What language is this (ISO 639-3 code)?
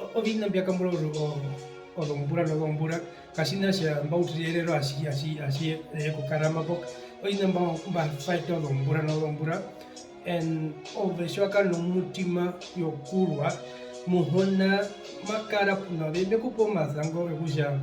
her